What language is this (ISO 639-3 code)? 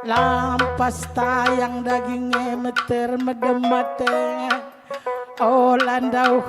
btx